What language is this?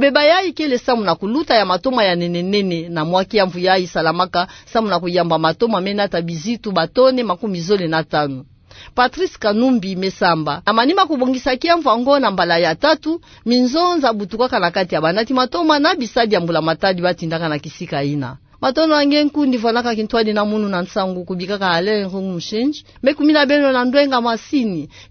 Kituba (Democratic Republic of Congo)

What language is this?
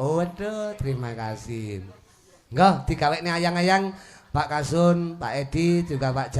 Javanese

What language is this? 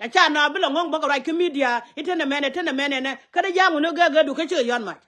Nuer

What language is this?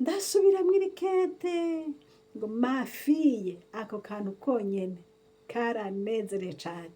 Rundi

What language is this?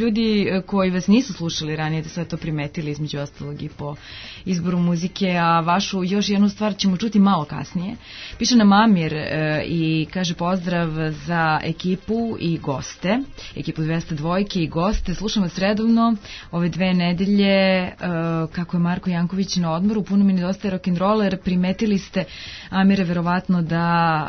Serbian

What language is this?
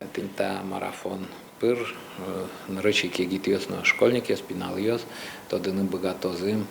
Udmurt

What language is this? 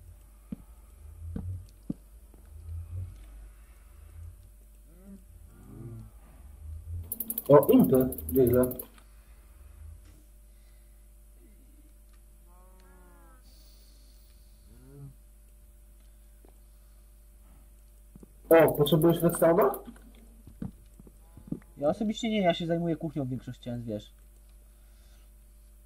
Polish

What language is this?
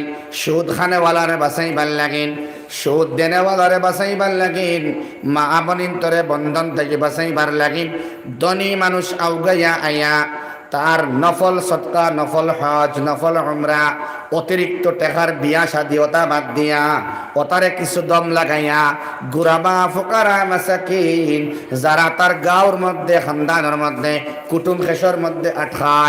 Sylheti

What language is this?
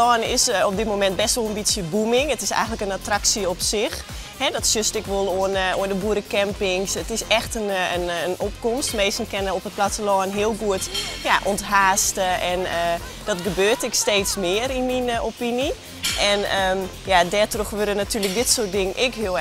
Western Frisian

